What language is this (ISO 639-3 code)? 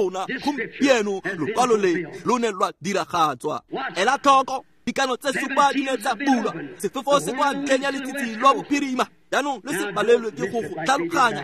tsn